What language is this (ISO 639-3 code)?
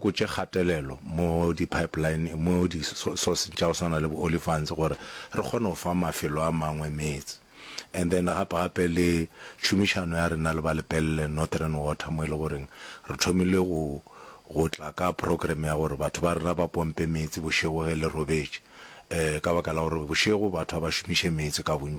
nso